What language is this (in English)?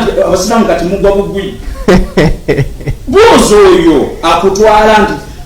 Ganda